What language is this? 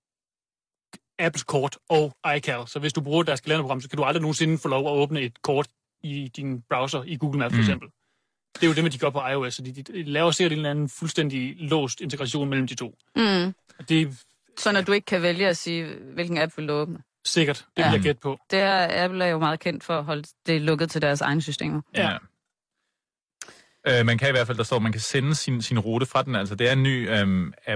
Danish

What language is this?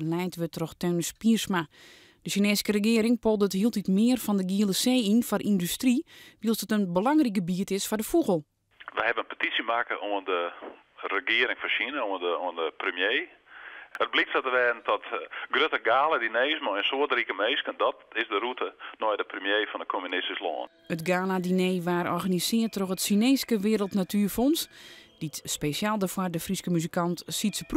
Western Frisian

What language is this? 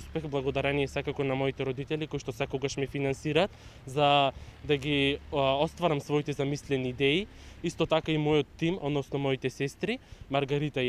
Macedonian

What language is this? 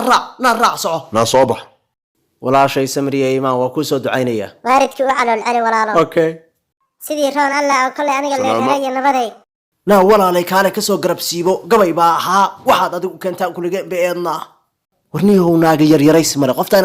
Somali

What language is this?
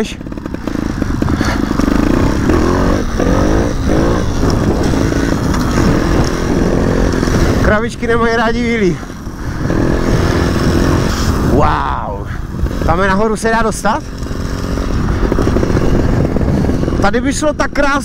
Czech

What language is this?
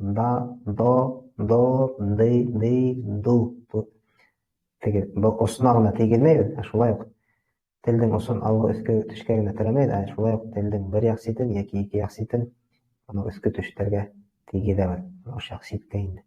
Bashkir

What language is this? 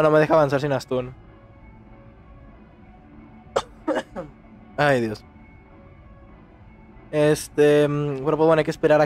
Spanish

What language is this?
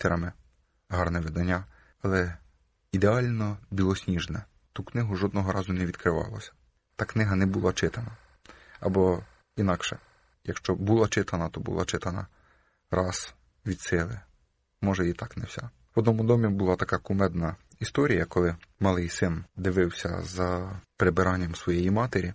Ukrainian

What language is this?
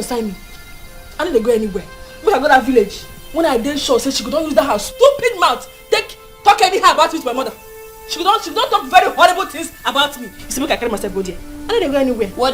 Nigerian Pidgin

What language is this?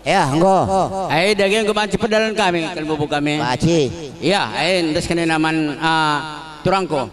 Batak Karo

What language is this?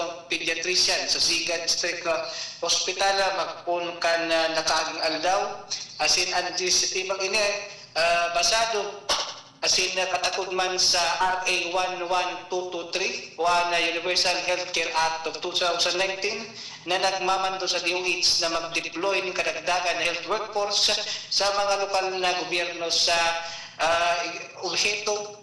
Bikol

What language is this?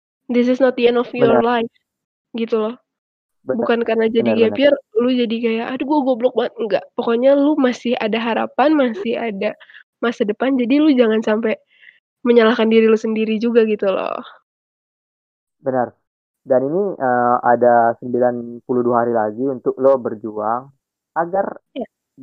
Indonesian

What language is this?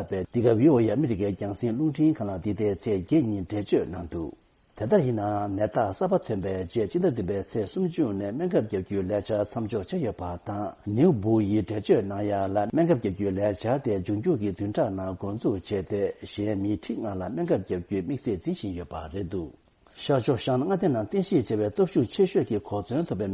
Tibetan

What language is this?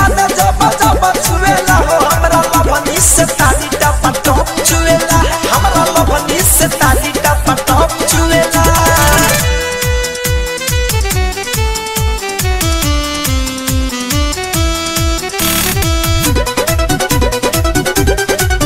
Bhojpuri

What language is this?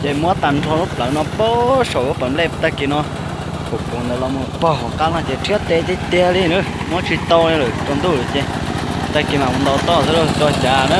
Hmong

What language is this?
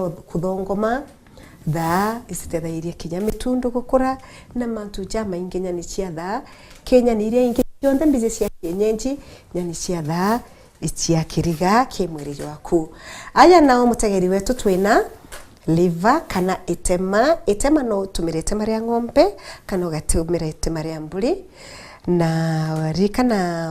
Meru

